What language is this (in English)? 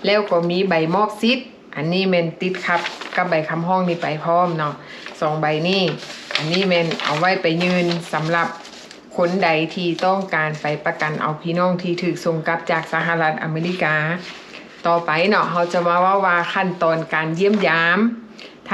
Lao